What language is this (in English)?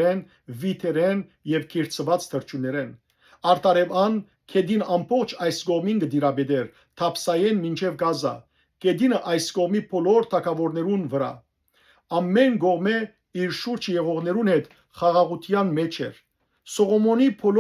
Western Armenian